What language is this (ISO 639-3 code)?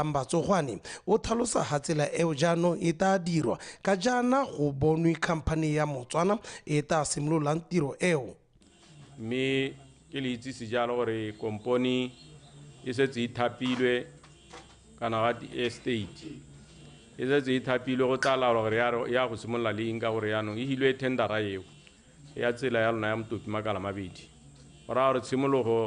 tsn